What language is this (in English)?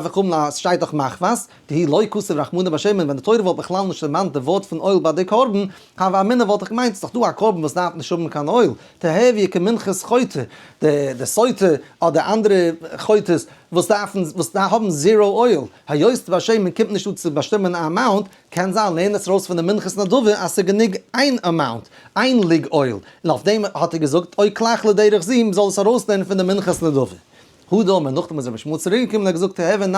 Yiddish